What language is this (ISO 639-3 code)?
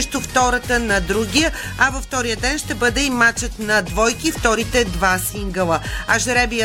bul